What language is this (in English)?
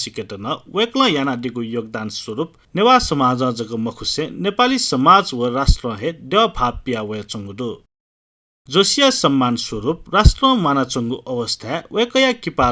Newari